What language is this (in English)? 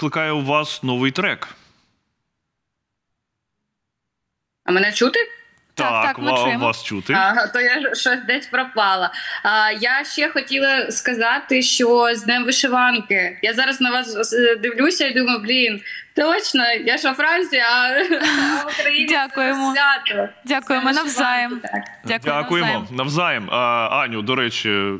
Ukrainian